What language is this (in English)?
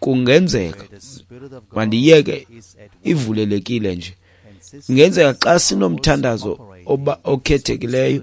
Xhosa